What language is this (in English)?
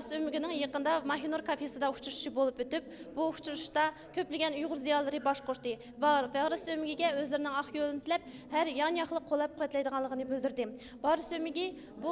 Uyghur